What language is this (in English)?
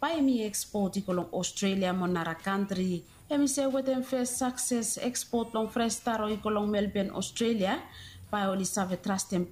Bislama